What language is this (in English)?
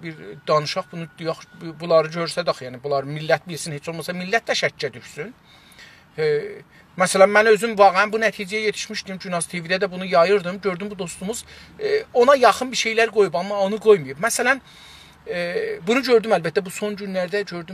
South Azerbaijani